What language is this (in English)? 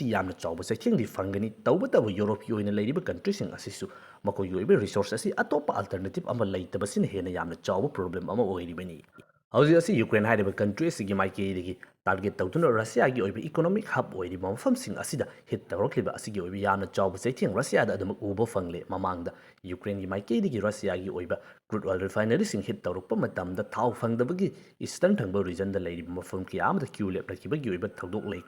Manipuri